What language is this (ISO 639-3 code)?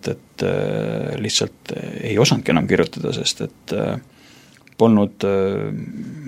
est